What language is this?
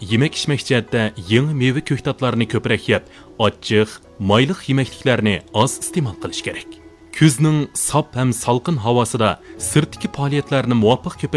Uyghur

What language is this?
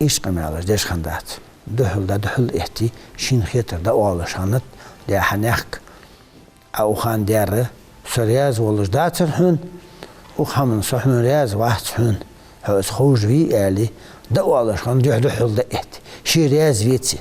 Ingush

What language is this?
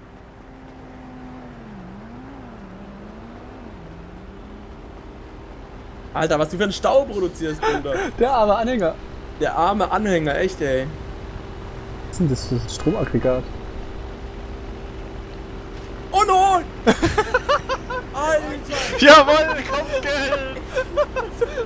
German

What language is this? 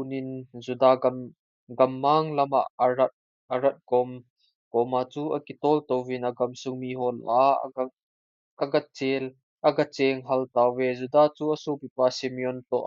Thado Chin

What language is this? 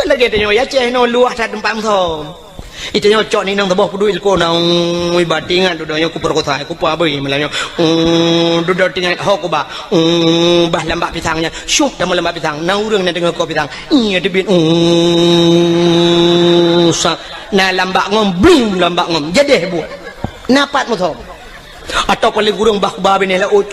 Achinese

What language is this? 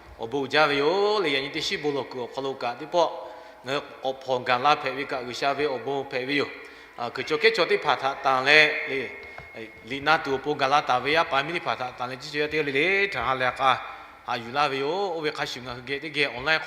Lahu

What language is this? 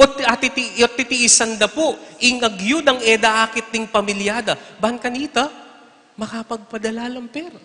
Pampanga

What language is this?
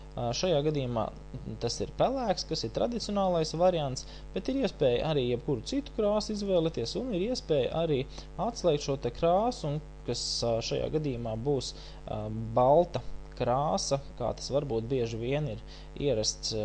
Latvian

